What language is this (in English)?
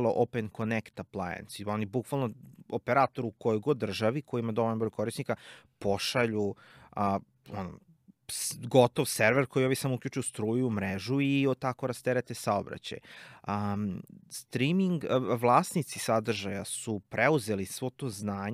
Serbian